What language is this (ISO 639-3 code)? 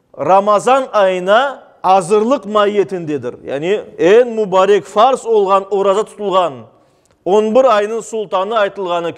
crh